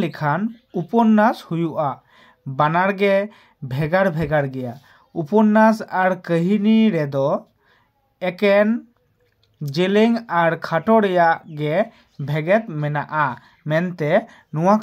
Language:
Santali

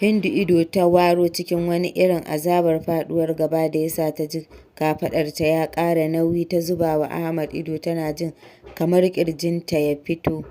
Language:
Hausa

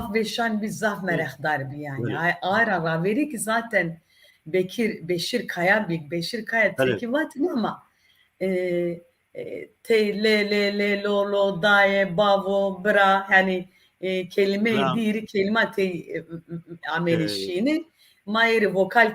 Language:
Zaza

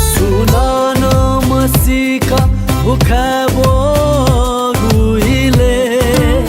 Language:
Newari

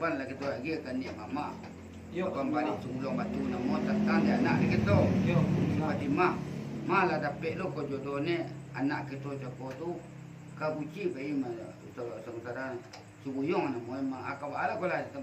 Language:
Minangkabau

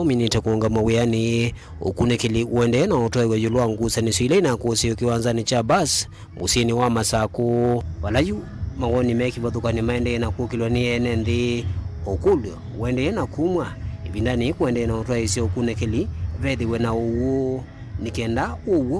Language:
Kamba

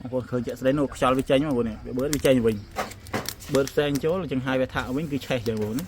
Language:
Khmer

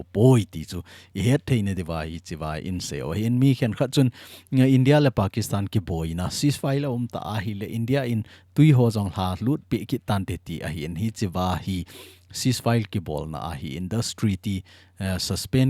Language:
Thado Chin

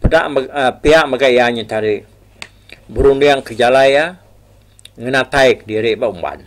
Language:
Iban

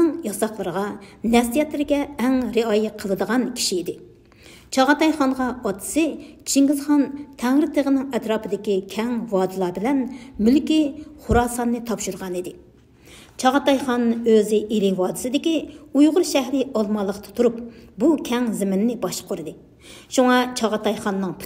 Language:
Uyghur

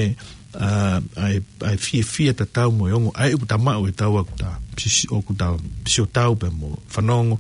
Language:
Tongan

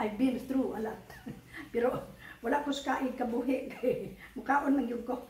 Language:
Cebuano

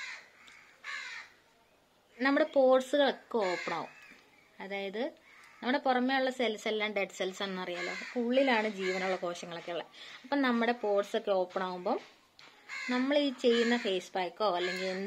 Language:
Malayalam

